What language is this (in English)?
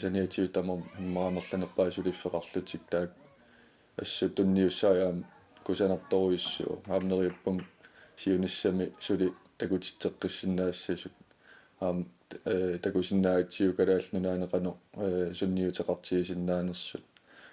Kalaallisut